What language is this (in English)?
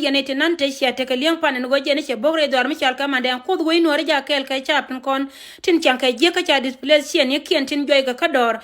Nuer